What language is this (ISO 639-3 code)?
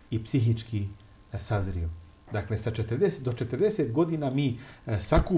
bos